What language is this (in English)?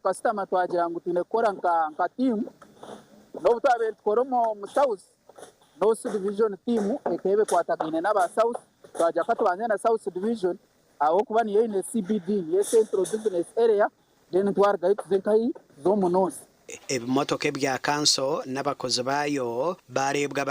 Nyankole